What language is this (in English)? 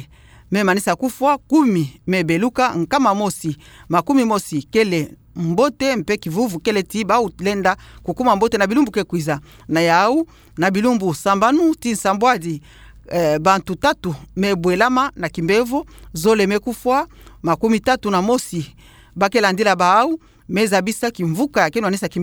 Kituba (Democratic Republic of Congo)